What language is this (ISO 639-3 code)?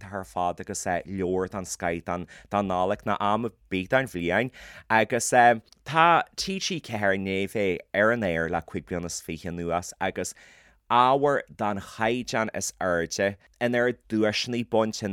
gle